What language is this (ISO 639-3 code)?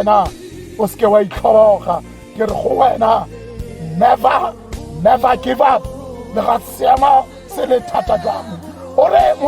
tsn